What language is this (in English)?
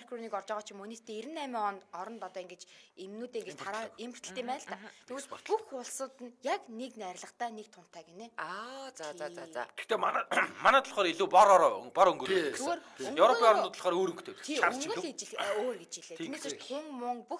Mongolian